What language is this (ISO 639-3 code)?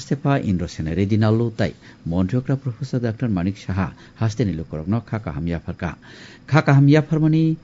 trp